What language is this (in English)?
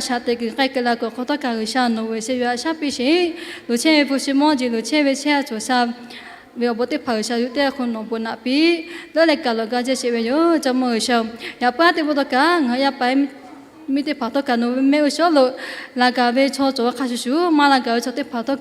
Lahu